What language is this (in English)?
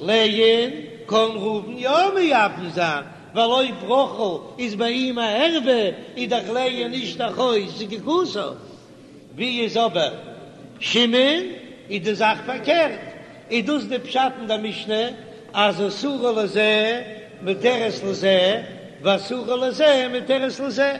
Yiddish